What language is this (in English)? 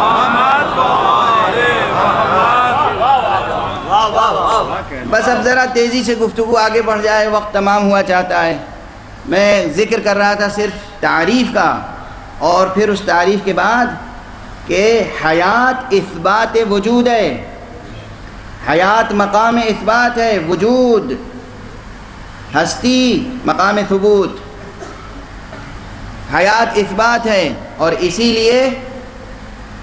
Urdu